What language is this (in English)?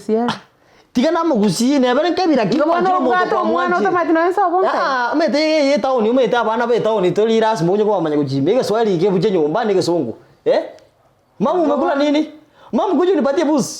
Gusii